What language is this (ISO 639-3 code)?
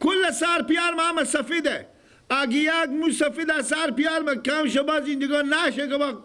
fas